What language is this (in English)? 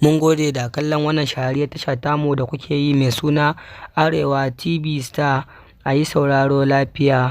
Hausa